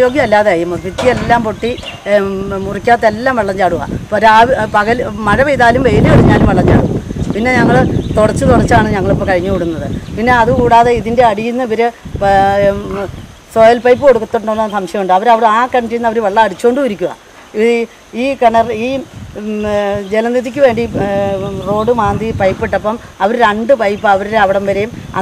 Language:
Malayalam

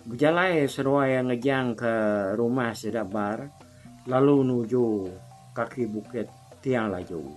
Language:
Iban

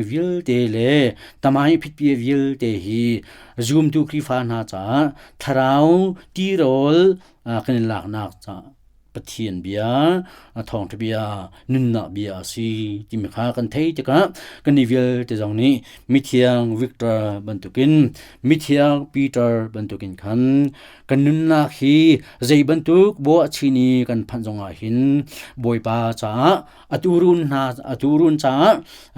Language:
Hakha Chin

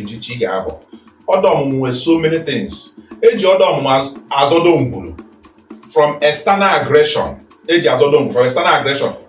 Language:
Igbo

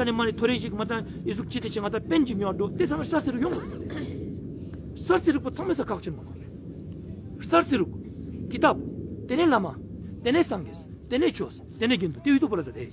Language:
Ladakhi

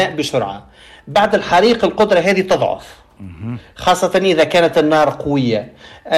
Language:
Tunisian Arabic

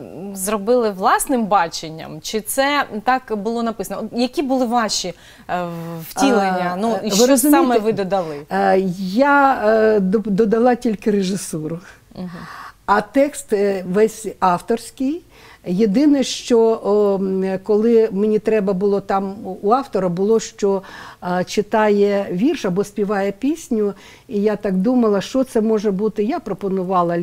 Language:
Ukrainian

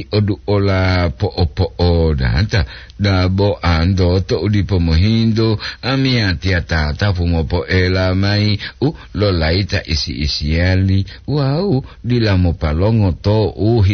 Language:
Gorontalo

